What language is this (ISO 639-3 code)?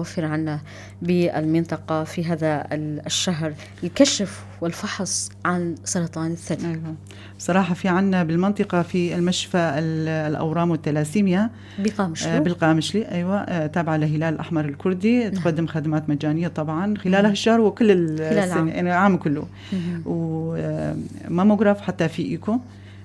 apc